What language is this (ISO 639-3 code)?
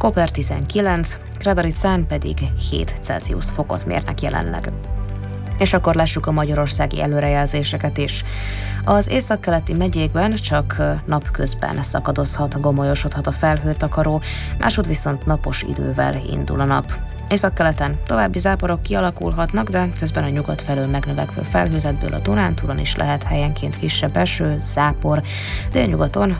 hun